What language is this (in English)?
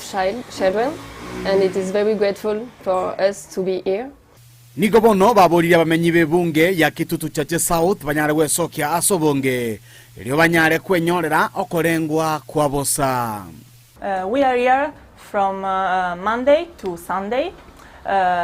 Gusii